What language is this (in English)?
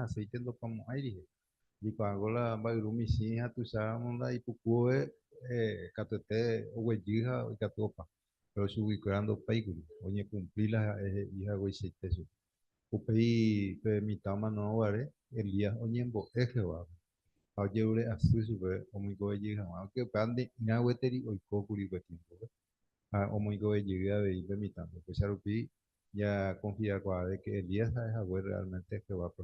Guarani